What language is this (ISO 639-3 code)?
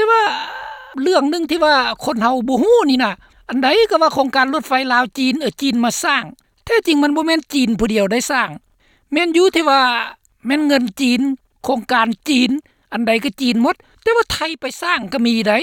lao